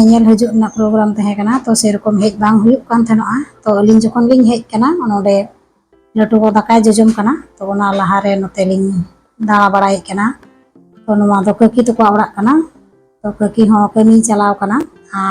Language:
Santali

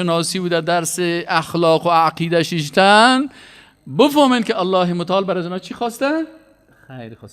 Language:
Persian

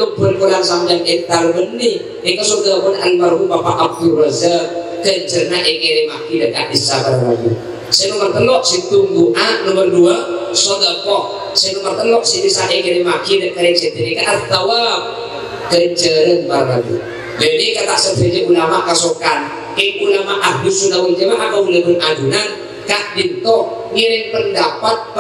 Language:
Madurese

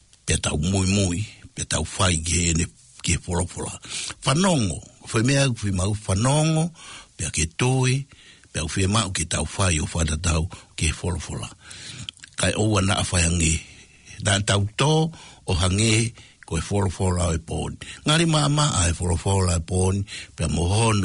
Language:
Tongan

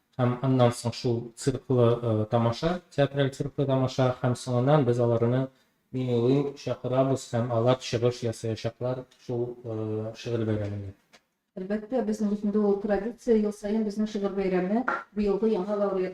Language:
Tatar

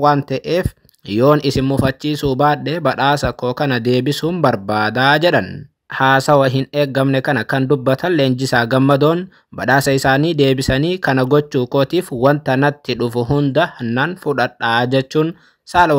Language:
Oromo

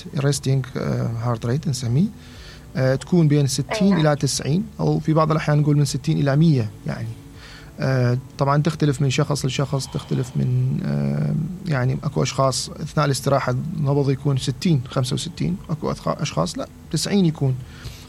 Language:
Mesopotamian Arabic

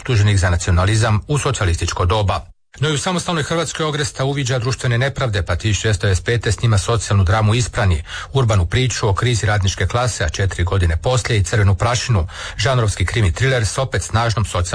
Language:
Croatian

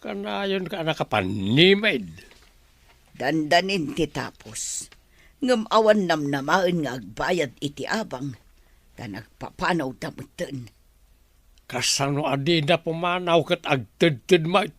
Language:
Iloko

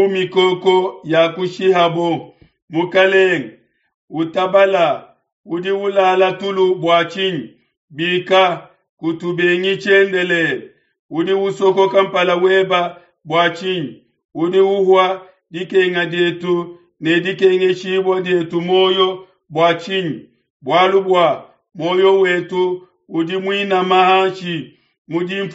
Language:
Luba-Lulua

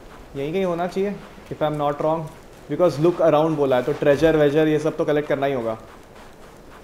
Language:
Hindi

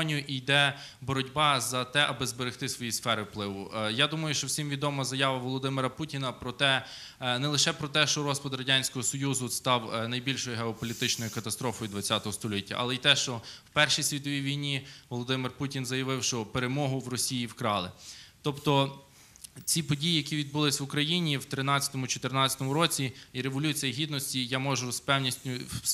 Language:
Ukrainian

